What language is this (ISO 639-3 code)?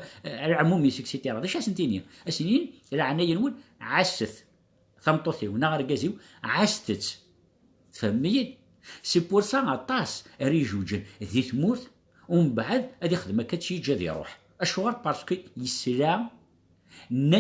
kab